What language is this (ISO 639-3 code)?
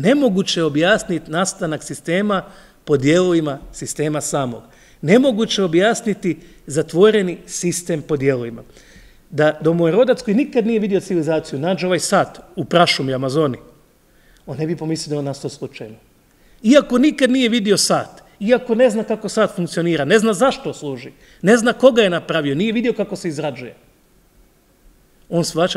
hrv